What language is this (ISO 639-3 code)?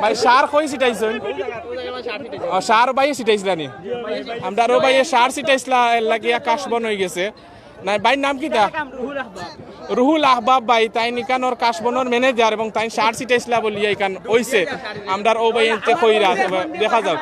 syl